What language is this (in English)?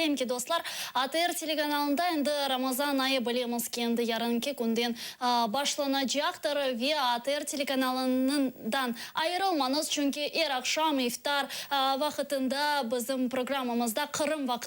Crimean Tatar